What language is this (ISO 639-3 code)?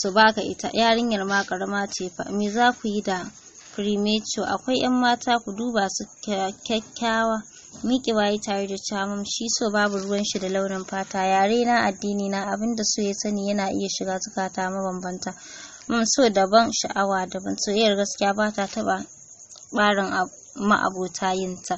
hau